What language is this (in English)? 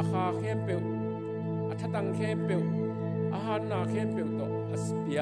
Tedim Chin